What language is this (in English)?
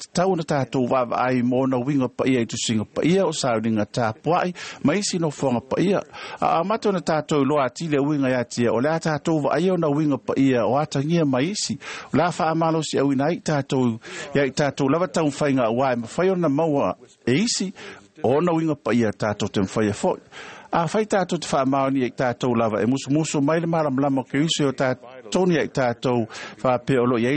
Samoan